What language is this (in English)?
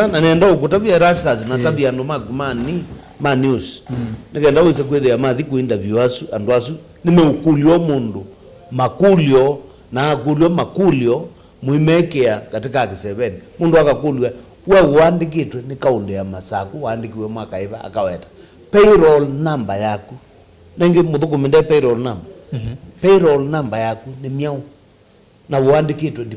Kamba